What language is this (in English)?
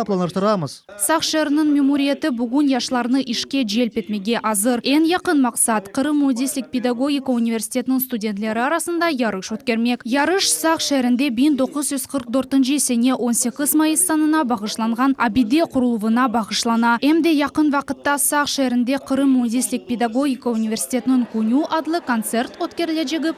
Crimean Tatar